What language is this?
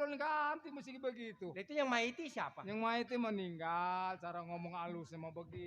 Betawi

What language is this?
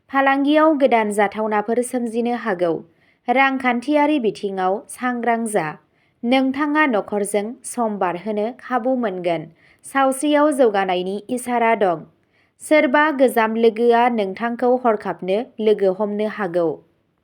Bodo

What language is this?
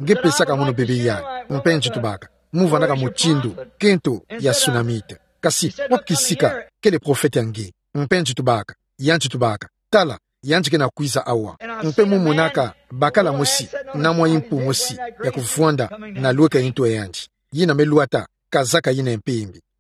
Kituba (Democratic Republic of Congo)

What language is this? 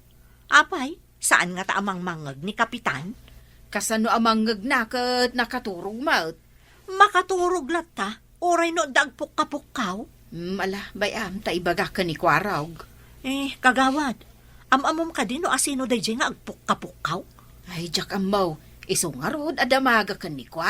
Iloko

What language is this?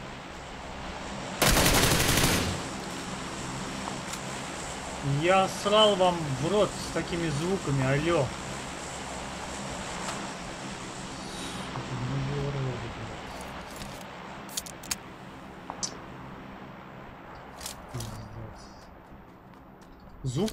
Russian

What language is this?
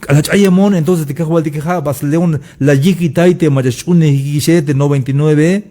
Tzeltal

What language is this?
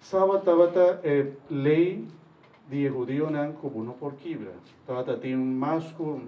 Papiamento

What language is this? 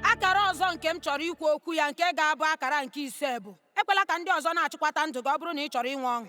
Igbo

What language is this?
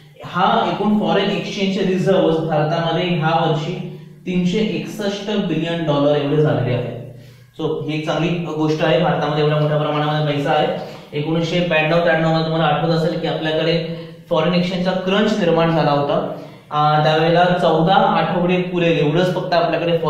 Marathi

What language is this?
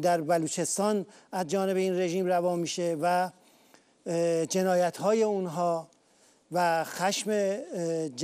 Persian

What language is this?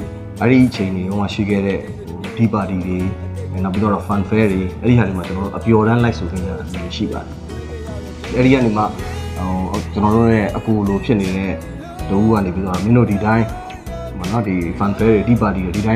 Burmese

